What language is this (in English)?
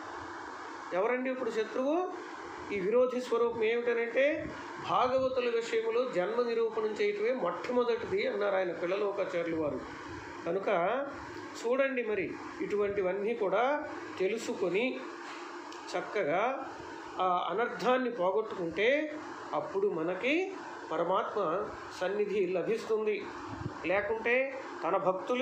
Telugu